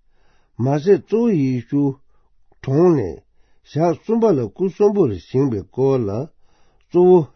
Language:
Tibetan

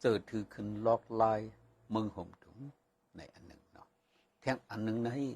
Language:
Shan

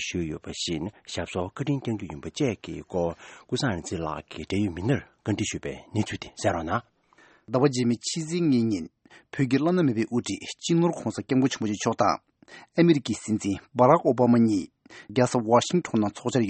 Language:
Tibetan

